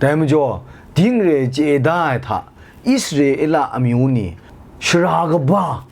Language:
Kachin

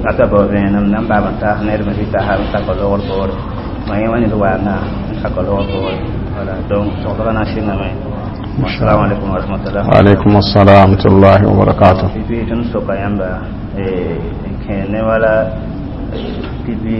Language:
Mossi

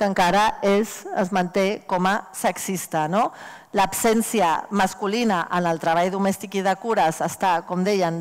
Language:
Catalan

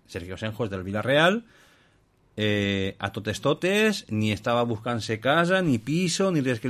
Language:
Catalan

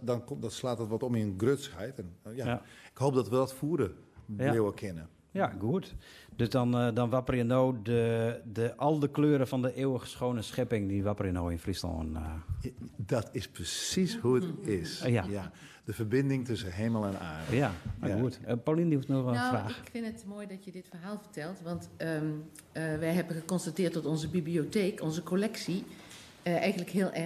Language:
Western Frisian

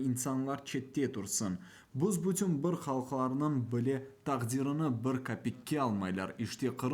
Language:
Crimean Tatar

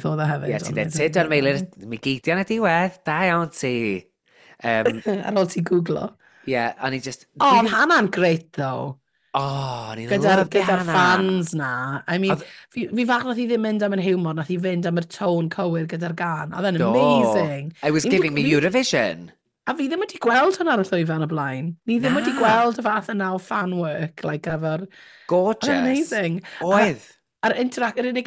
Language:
Welsh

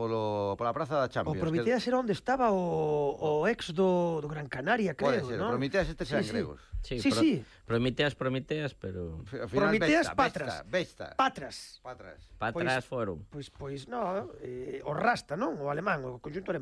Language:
Galician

